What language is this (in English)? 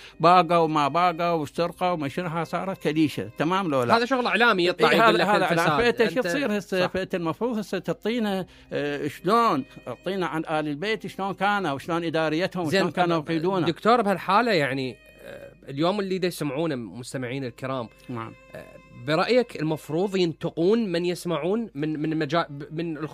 Mesopotamian Arabic